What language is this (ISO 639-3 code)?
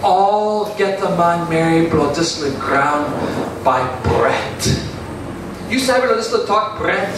tpi